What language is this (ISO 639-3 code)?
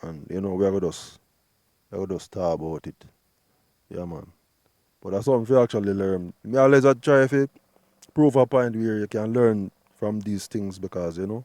jam